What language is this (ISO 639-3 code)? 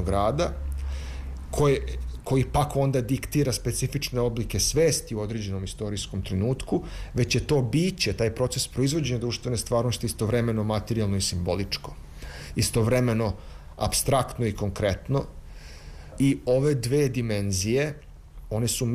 srp